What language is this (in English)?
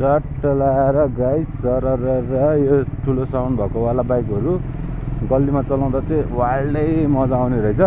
Nepali